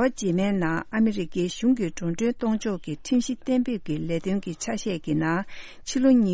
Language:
Tibetan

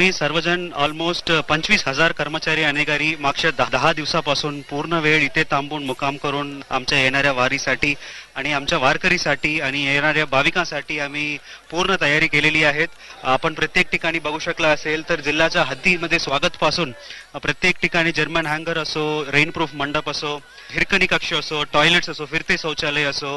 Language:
Marathi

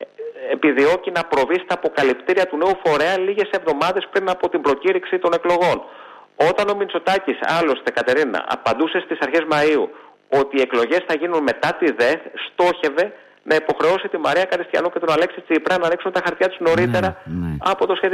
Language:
Greek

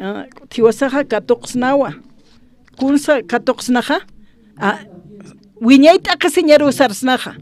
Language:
Aymara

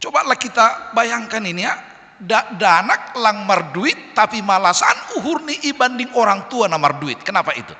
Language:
Batak Simalungun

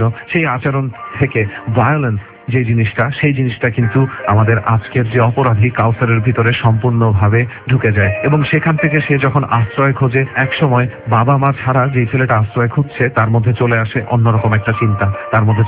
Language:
Bangla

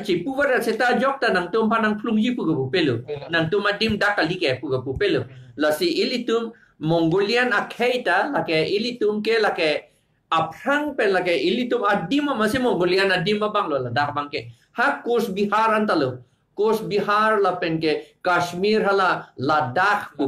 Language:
Karbi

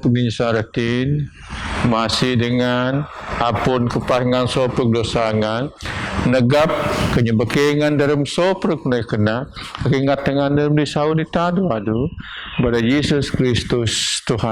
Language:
Biatah Bidayuh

